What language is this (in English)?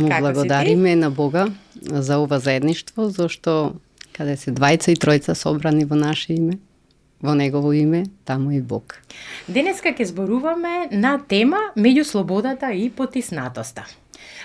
Macedonian